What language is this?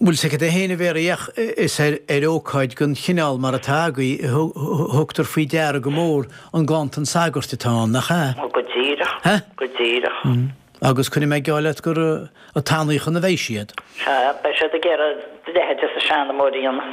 Irish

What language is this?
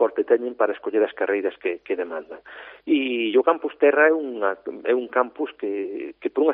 Galician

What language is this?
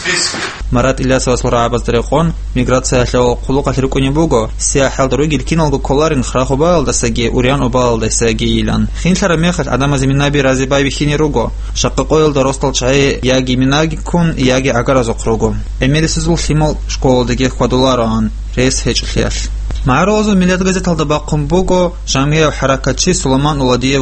Avaric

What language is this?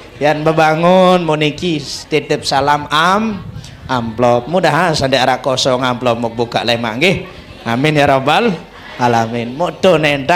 Sasak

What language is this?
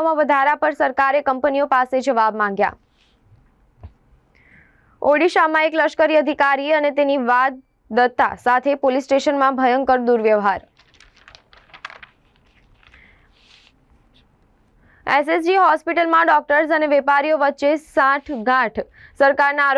Gujarati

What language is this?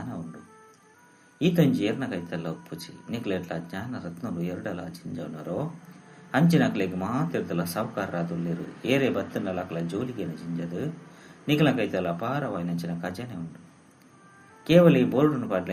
Tulu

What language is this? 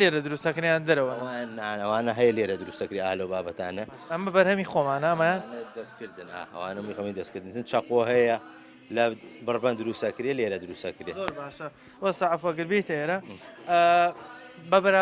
Central Kurdish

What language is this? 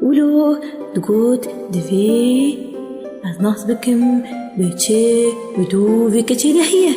Kurdish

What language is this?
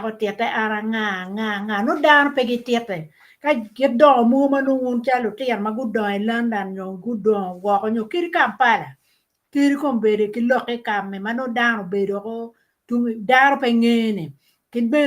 Acoli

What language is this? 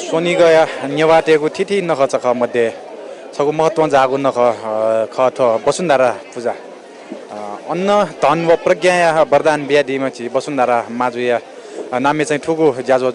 Newari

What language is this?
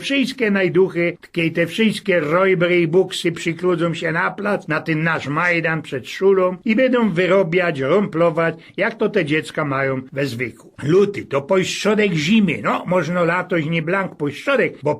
Silesian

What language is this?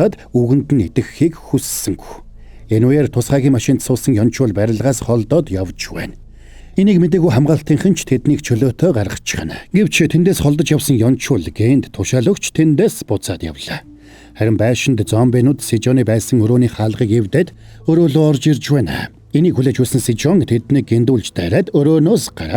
Mongolian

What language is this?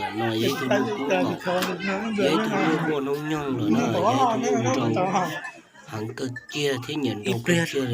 Hmong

